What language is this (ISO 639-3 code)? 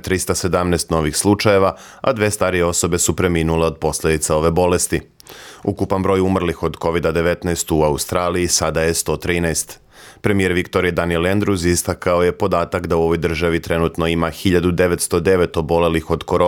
hrv